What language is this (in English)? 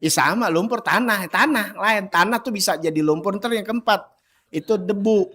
Betawi